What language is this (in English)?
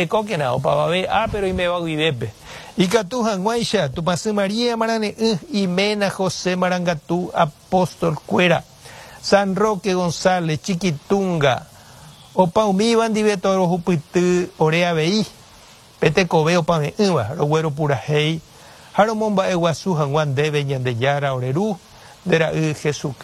Guarani